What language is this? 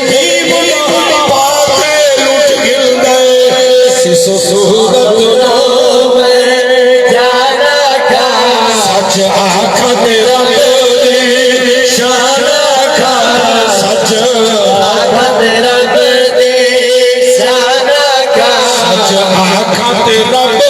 Saraiki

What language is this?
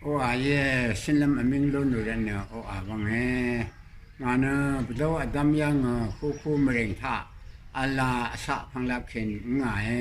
Rawang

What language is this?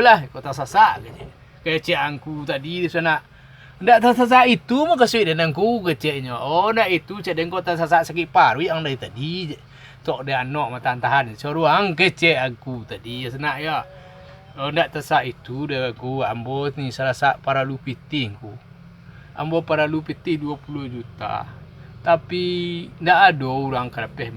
Minangkabau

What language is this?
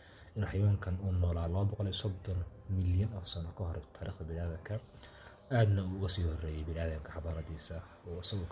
Somali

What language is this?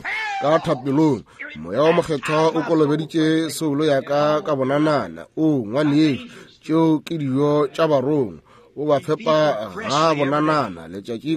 Northern Sotho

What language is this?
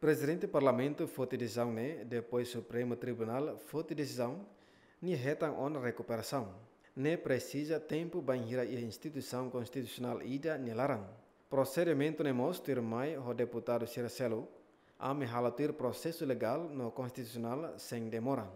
Tetum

